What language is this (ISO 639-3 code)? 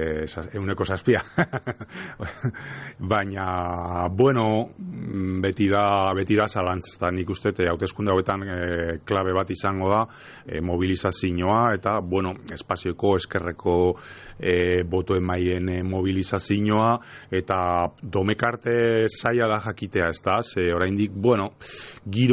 eus